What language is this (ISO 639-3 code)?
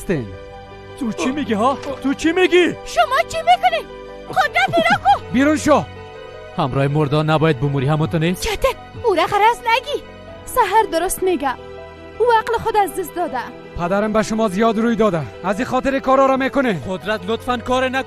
fas